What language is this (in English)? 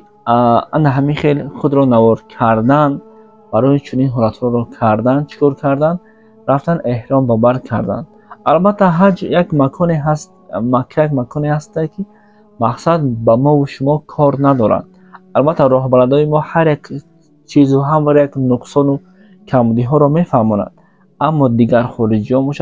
Tajik